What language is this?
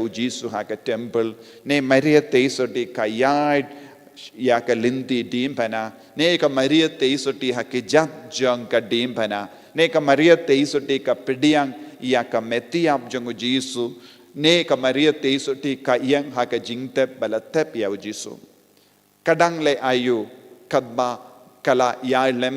Khasi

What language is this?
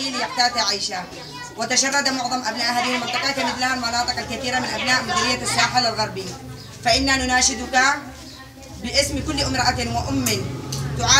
Arabic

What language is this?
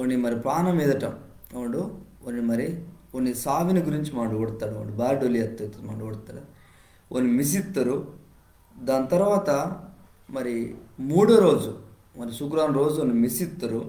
Koya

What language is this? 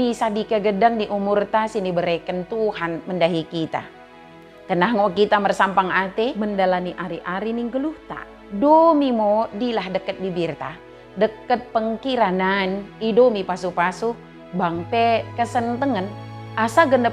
Batak Dairi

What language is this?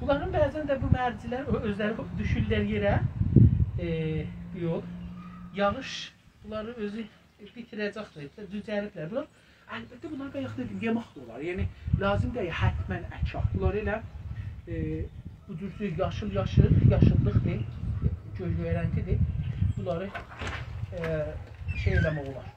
South Azerbaijani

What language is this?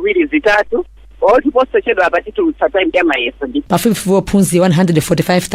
Nyanja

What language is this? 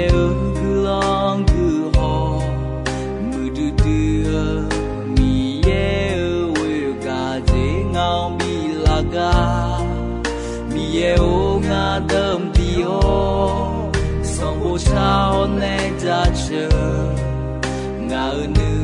Akha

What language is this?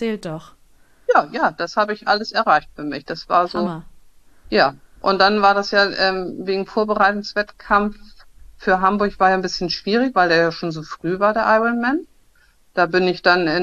German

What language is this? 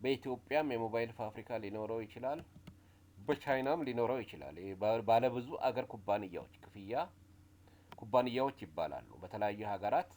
Amharic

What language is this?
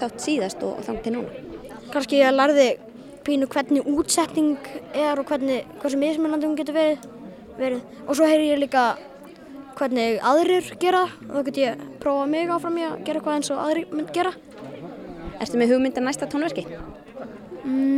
Icelandic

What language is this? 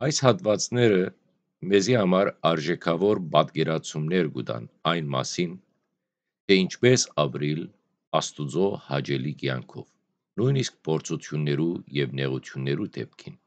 Western Armenian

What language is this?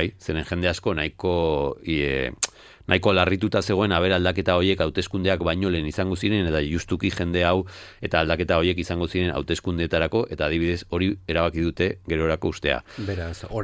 Basque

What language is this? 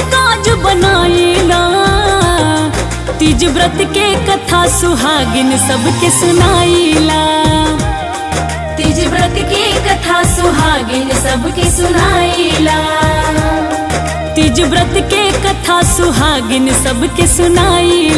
Bhojpuri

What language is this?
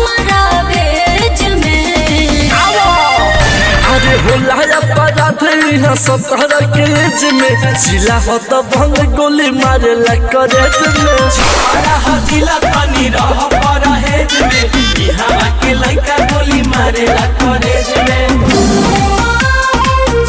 Bhojpuri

